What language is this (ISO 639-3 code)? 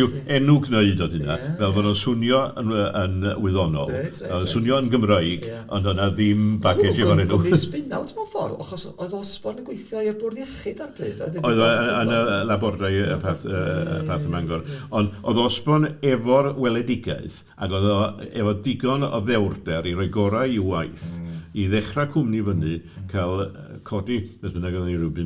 cym